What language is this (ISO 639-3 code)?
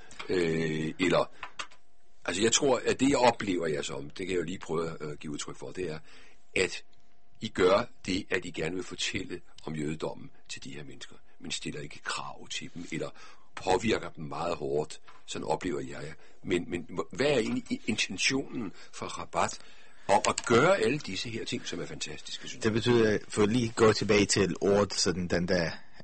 dan